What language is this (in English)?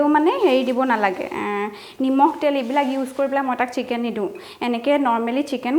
Assamese